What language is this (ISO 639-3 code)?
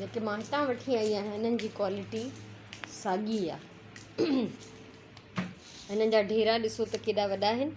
snd